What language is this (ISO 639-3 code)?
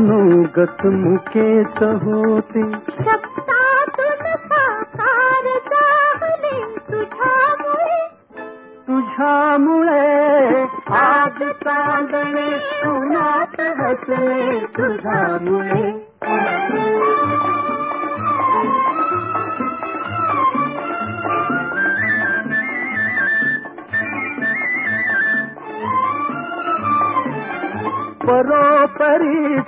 mar